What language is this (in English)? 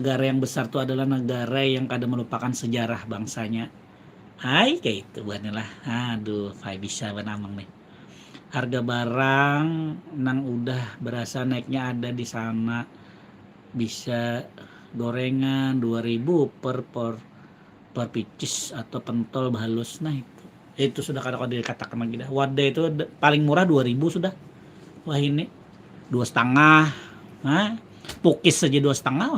Banjar